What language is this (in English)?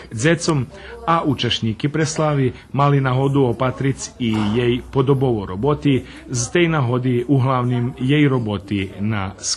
Rusyn